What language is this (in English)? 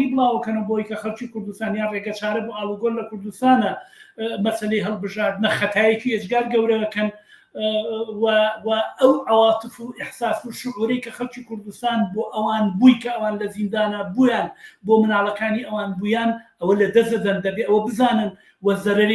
Central Kurdish